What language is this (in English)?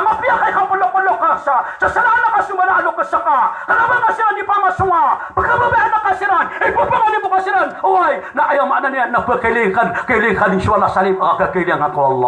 Maranao